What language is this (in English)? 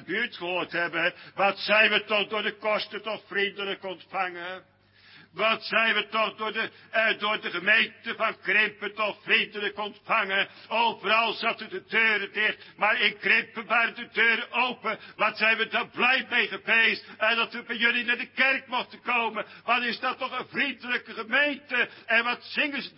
Dutch